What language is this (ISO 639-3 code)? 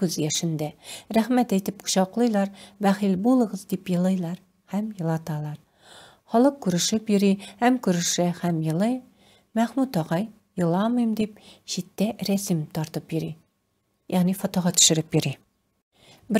tat